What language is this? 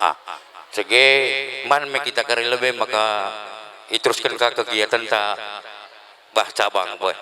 Batak Karo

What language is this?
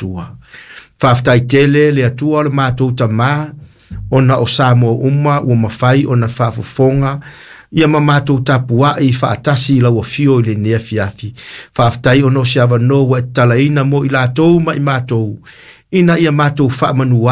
Samoan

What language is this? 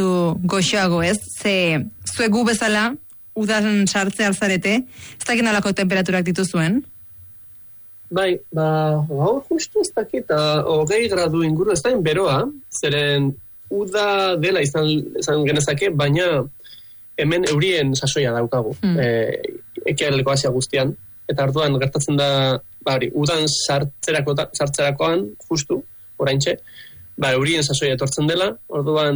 Basque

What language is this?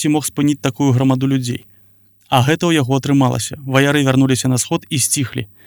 Belarusian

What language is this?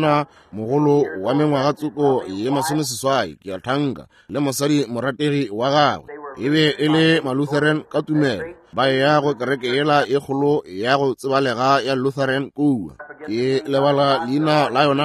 Northern Sotho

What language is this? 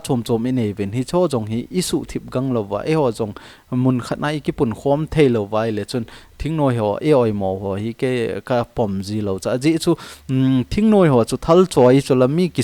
Thado Chin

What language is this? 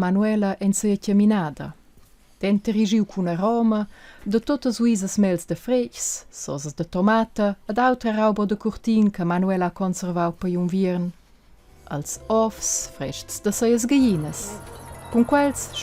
Romansh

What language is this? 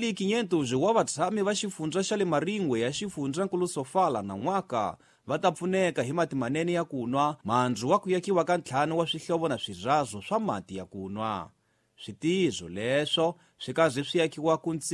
Tsonga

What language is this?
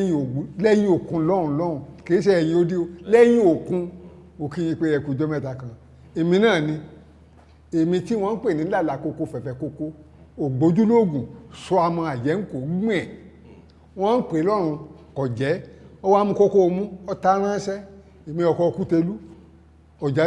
Yoruba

